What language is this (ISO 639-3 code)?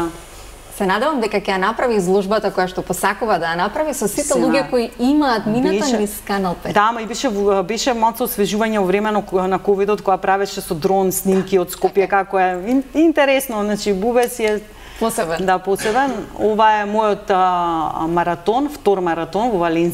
mkd